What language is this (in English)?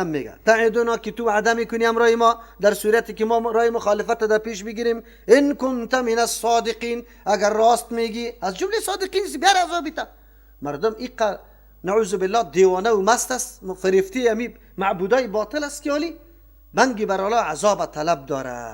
Persian